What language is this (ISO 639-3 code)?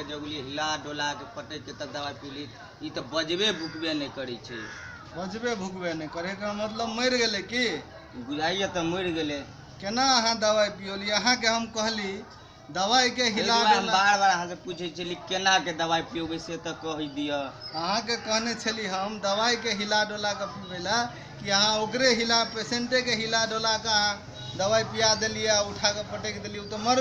mai